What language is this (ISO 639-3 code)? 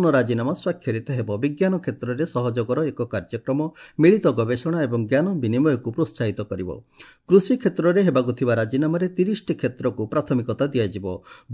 ori